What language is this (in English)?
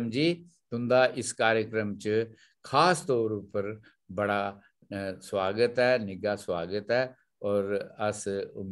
Dogri